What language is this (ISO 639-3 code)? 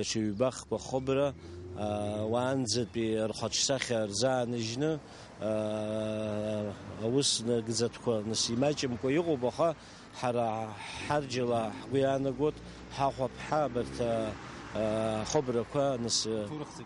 abk